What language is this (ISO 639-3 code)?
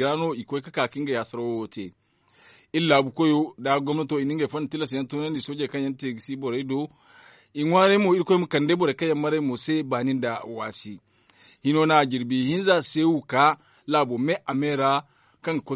dje